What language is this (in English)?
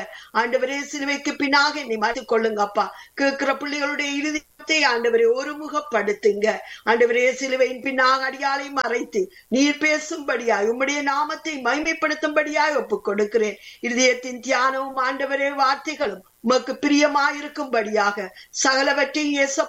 Tamil